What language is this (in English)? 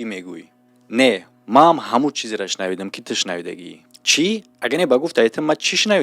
Tajik